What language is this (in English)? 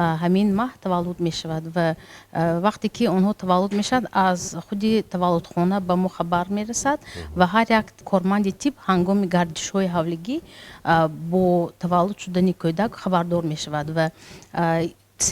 Tajik